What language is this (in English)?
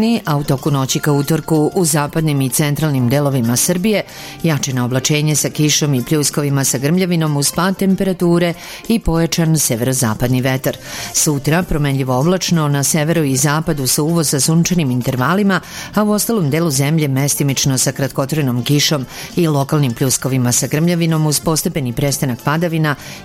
Serbian